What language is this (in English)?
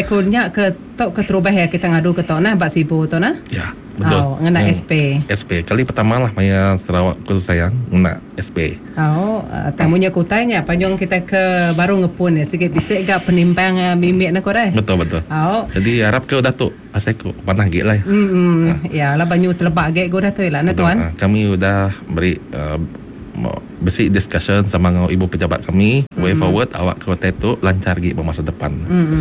Iban